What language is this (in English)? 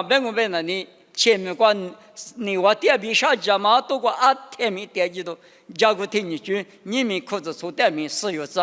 Lisu